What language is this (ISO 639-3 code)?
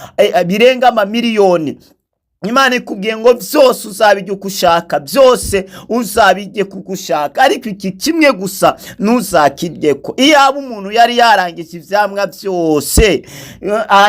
run